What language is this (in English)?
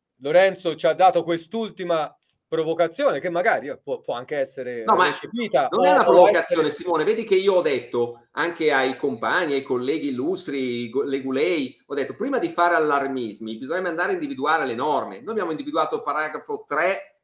Italian